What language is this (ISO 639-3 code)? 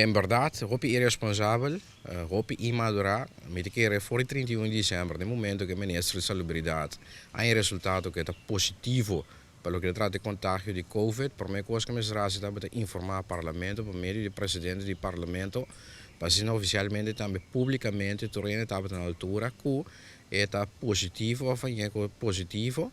pap